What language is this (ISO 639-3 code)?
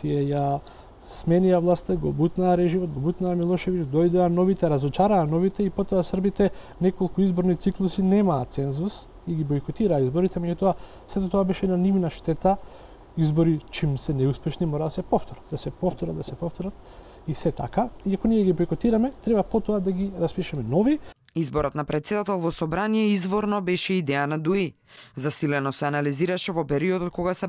mkd